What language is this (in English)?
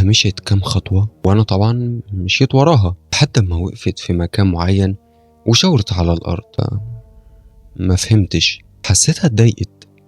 Egyptian Arabic